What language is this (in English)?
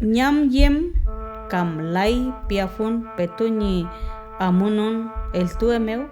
Mapuche